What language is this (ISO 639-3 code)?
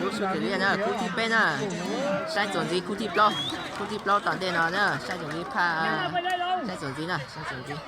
hmn